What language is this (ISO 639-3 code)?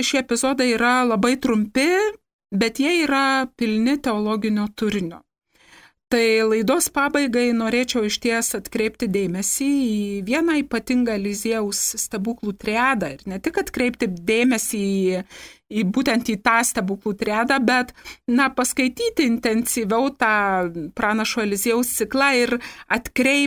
lit